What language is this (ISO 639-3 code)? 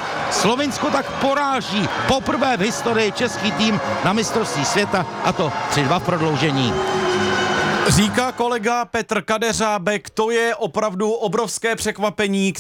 ces